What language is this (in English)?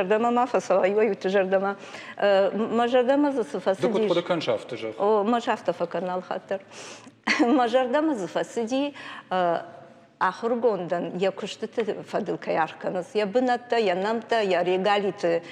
Ossetic